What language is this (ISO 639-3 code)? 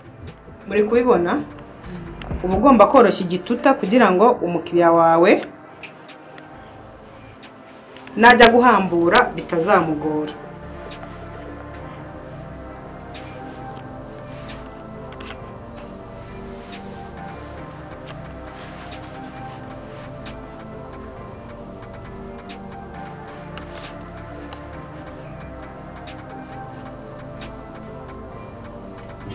kin